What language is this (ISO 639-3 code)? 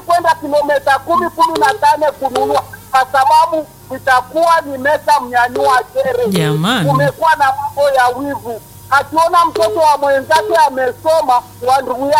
swa